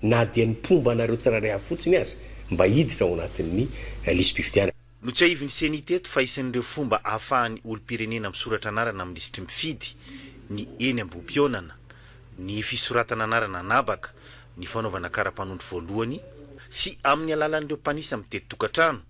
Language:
Malagasy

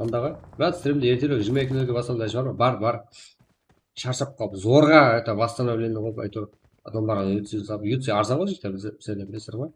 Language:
Kara-Kalpak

